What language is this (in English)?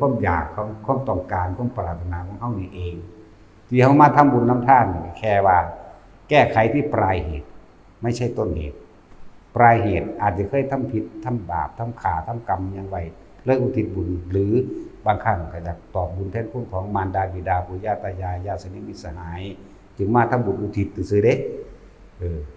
Northeastern Thai